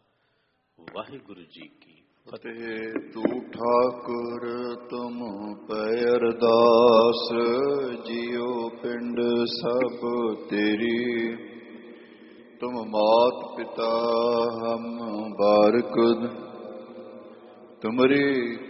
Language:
Punjabi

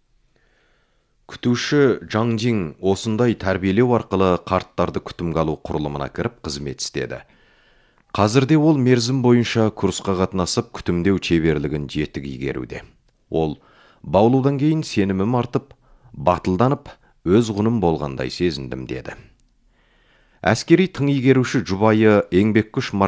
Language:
Kazakh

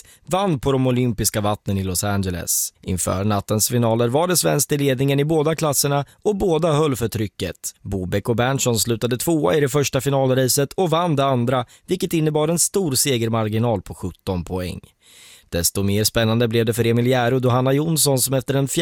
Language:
Swedish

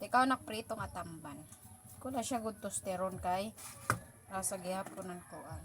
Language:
Waray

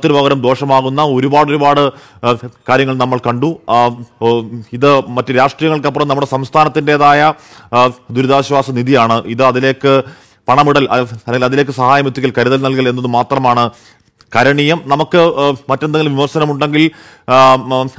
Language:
Malayalam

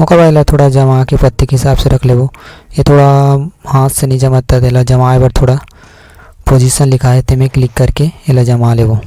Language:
Chhattisgarhi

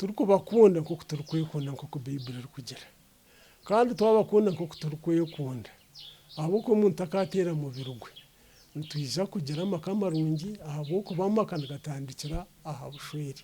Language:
Nyankole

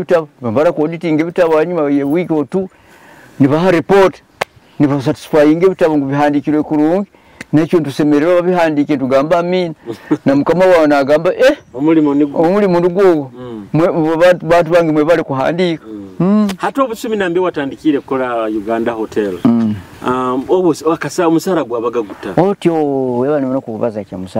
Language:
Nyoro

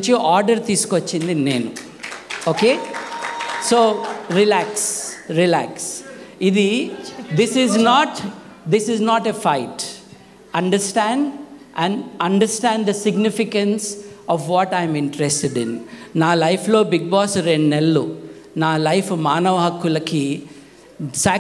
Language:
Telugu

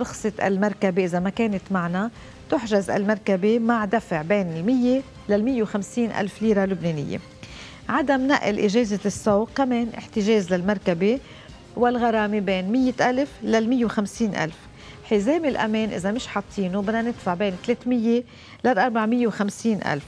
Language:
North Levantine Arabic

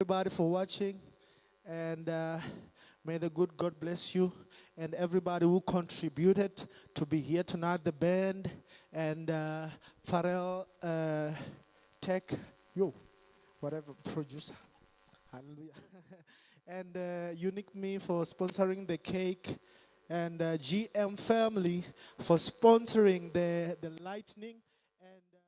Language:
Venda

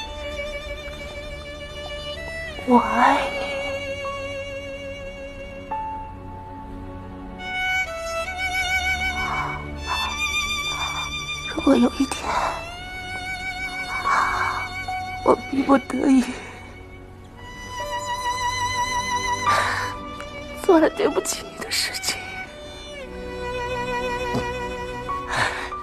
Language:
Chinese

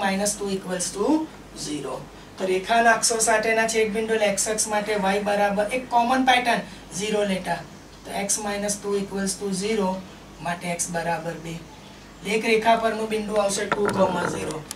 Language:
Gujarati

